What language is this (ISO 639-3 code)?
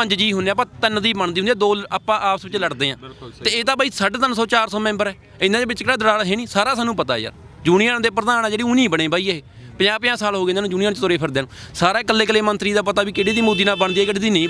pan